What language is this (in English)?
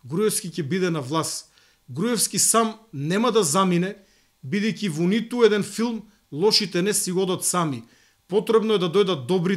Macedonian